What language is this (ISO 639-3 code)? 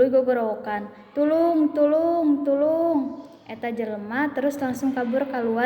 sun